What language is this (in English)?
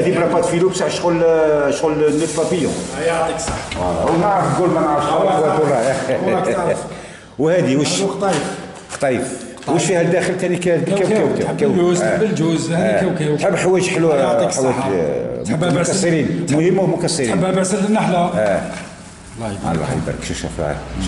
Algerian Arabic